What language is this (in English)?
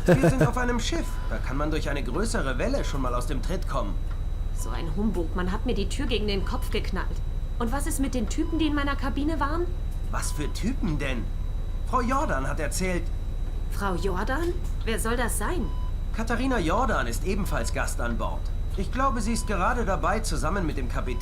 Swiss German